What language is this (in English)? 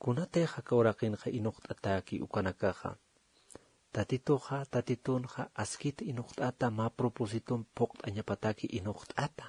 Aymara